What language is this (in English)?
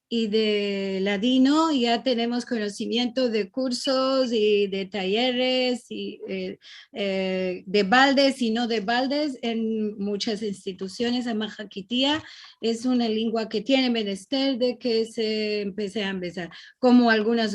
Ladino